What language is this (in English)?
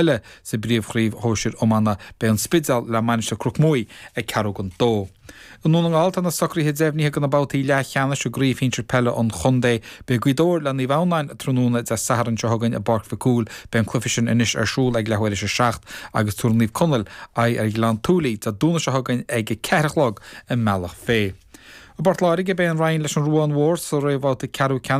Irish